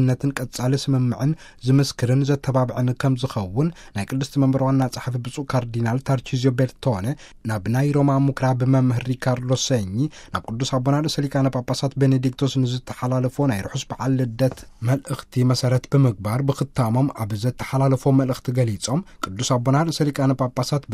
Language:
Tigrinya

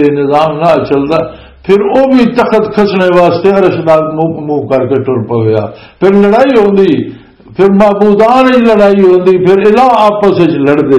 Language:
Western Panjabi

